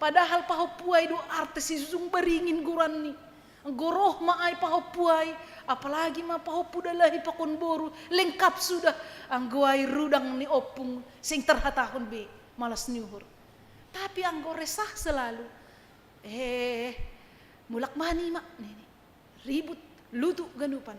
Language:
Batak Simalungun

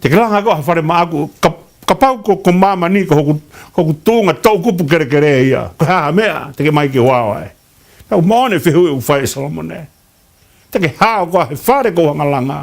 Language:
Tongan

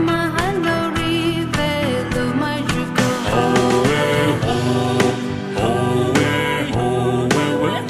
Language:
Poumei Naga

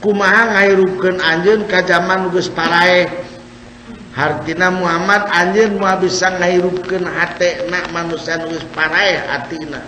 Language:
Sundanese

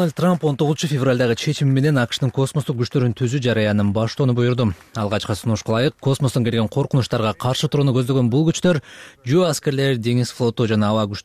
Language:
Kyrgyz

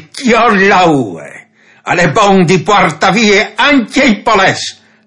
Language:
Friulian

